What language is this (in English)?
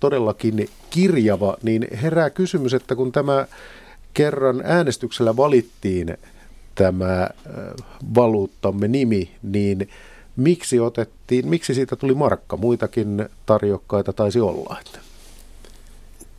Finnish